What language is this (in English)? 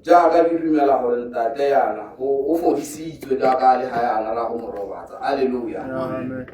Tswana